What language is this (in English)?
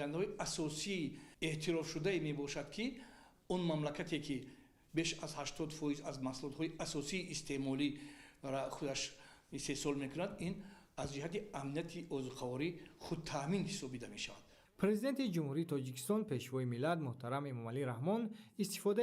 Tajik